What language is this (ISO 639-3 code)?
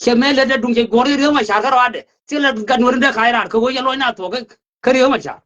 nus